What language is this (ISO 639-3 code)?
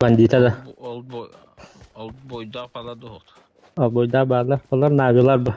sah